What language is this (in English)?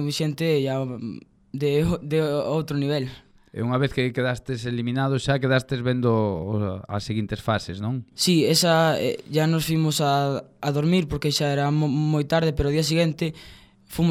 Galician